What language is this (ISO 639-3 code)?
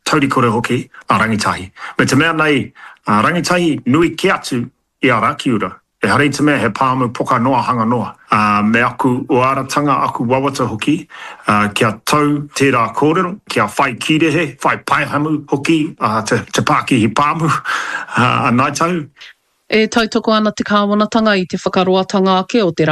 mri